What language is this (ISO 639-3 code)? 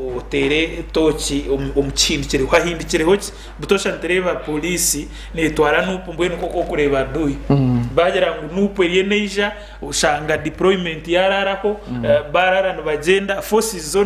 nyn